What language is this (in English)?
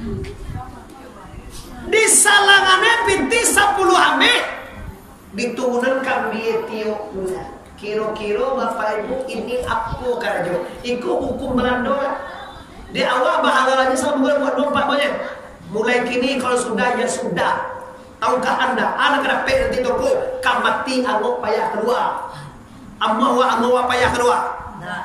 Minangkabau